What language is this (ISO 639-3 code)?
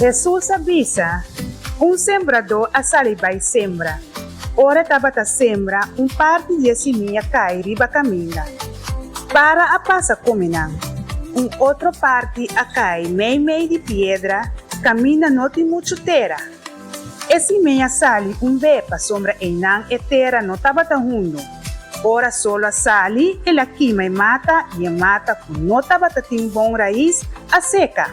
pap